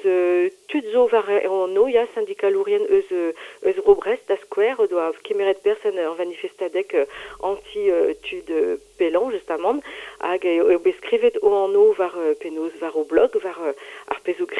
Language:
Breton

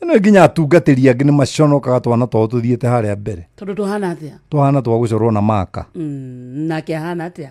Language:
Kikuyu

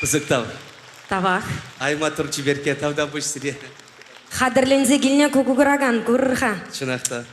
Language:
Chuvash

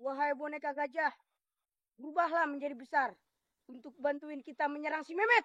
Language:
Betawi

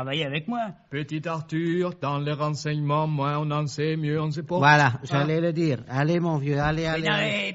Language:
French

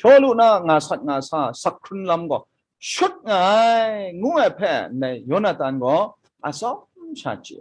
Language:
Kachin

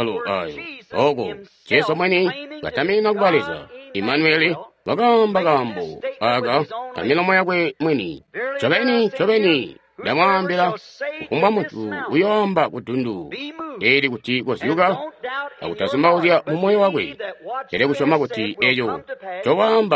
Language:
Tonga (Zambia)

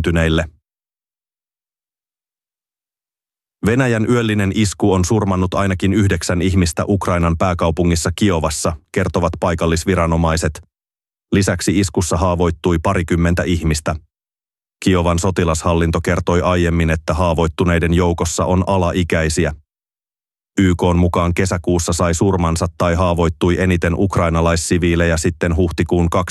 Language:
Finnish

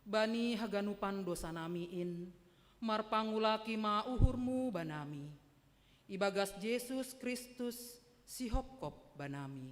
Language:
Batak Simalungun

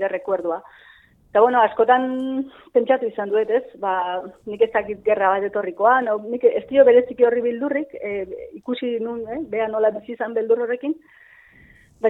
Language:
Basque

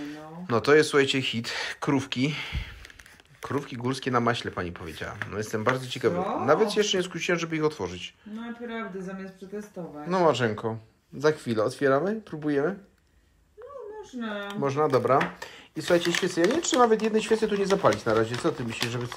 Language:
Polish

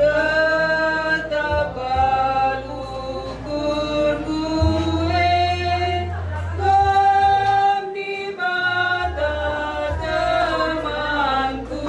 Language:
Batak Karo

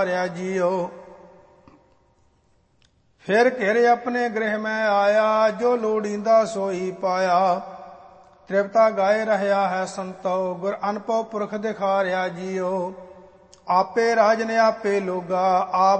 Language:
Punjabi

